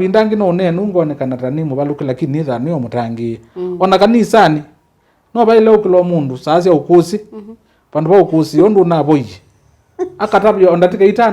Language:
Kamba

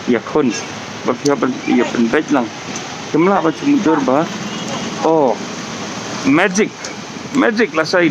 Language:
Khasi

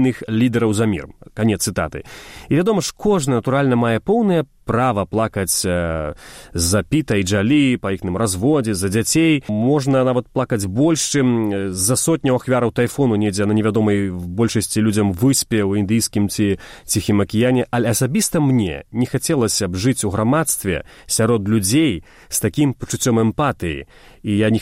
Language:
Belarusian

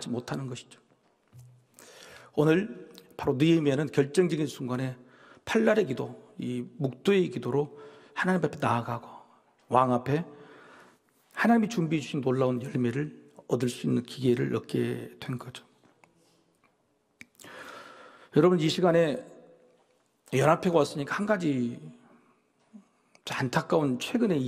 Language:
Korean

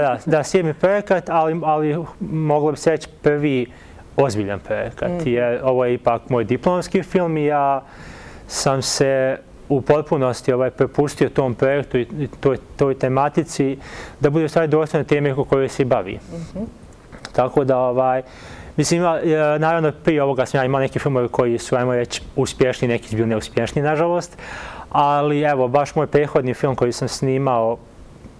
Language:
Bosnian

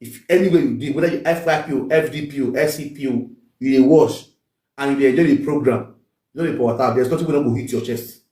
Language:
Nigerian Pidgin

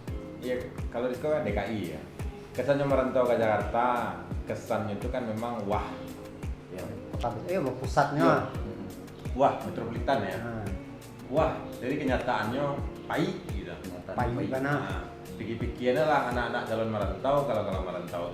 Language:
Minangkabau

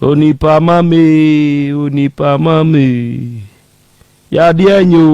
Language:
Akan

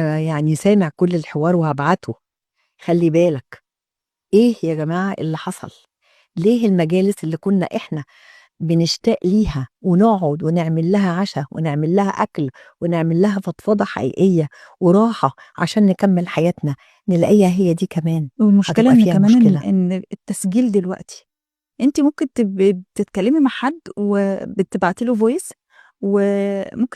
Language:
Egyptian Arabic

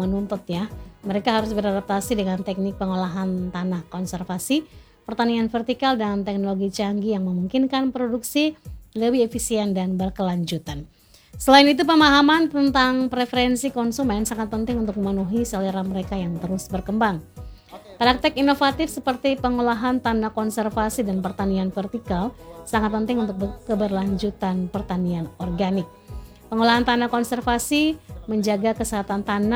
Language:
Indonesian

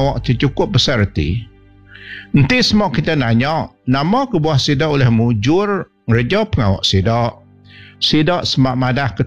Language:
Iban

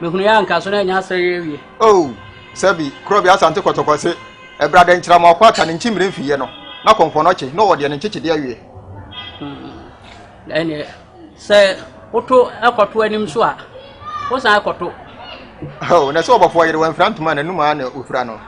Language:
Akan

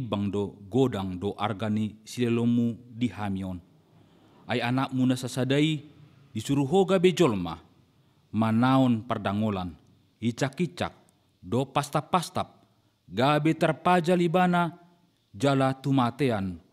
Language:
Batak Toba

